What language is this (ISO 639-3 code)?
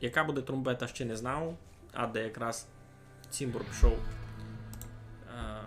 rue